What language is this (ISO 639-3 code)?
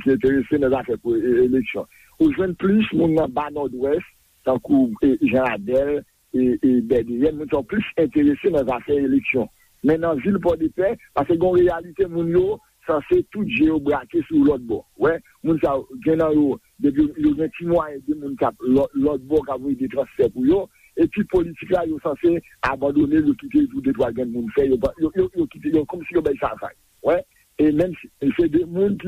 hat